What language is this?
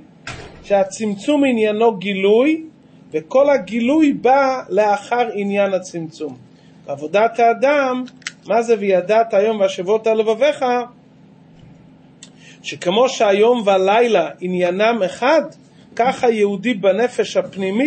Hebrew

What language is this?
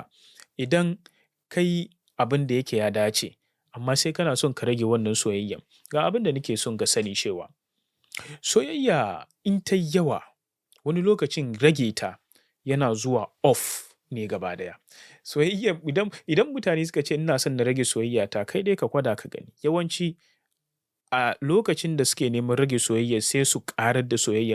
Hausa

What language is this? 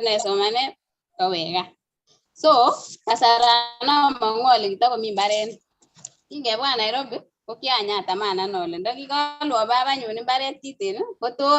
Kalenjin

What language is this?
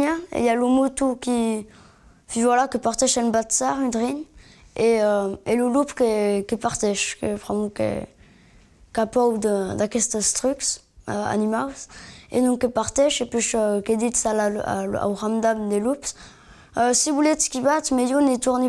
Occitan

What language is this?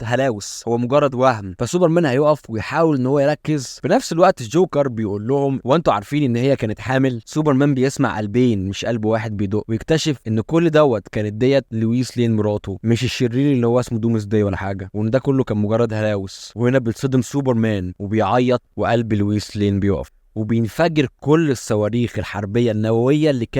Egyptian Arabic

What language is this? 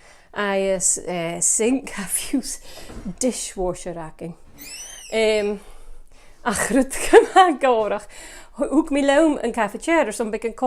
Scottish Gaelic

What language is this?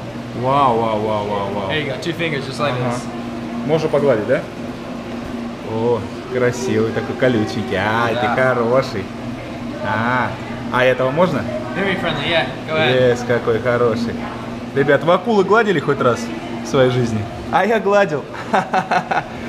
Russian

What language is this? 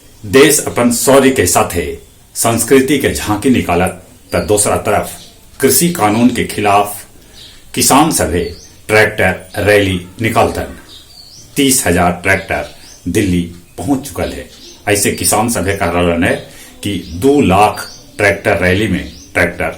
Magahi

